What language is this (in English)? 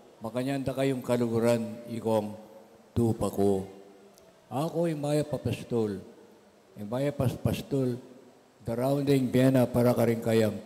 Pampanga